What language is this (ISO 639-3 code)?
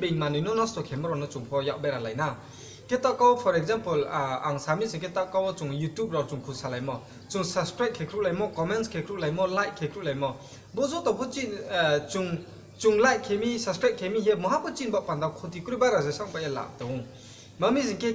ria